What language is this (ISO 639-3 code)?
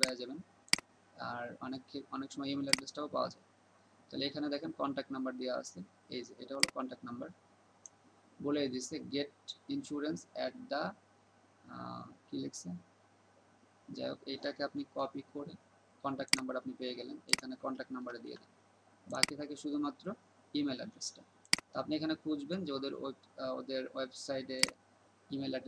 ben